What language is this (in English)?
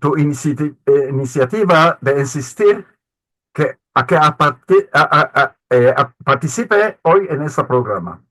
Ladino